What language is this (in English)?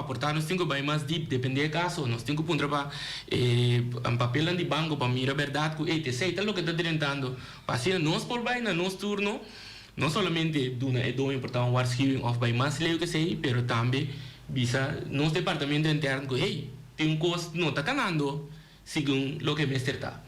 Papiamento